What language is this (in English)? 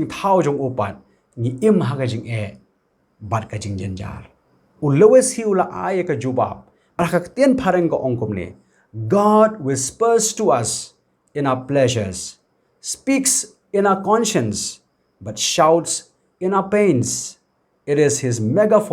Khasi